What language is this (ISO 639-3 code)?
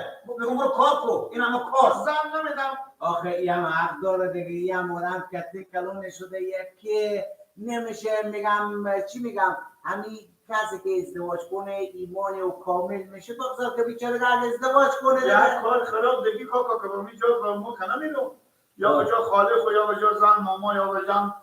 fas